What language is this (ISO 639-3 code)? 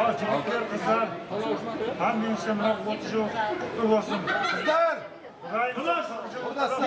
kaa